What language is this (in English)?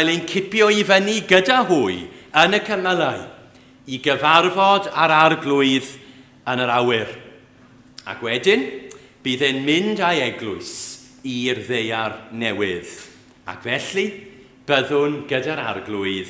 Welsh